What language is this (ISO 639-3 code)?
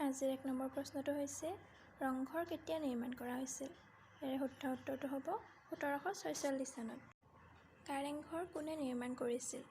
asm